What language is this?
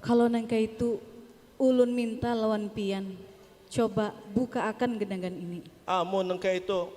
Banjar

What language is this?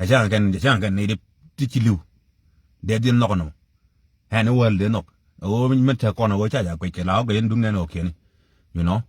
Nuer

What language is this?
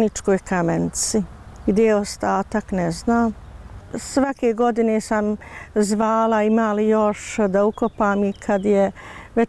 Bosnian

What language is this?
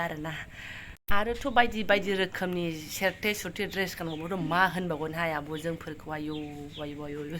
Bodo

